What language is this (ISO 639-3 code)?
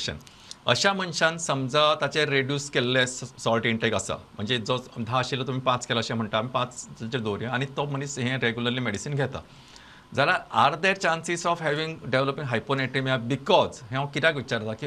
kok